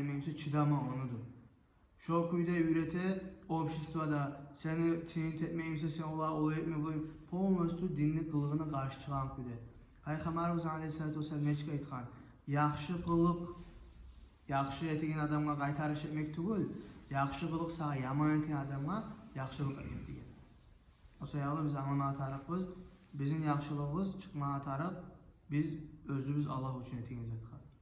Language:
Kumyk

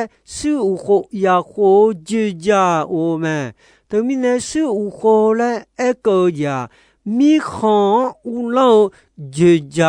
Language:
Akha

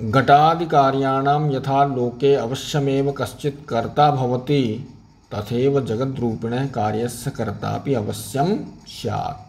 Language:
Sanskrit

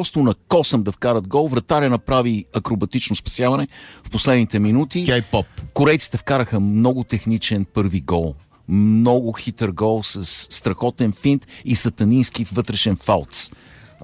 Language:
Bulgarian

